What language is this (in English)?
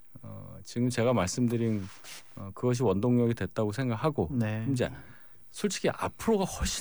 Korean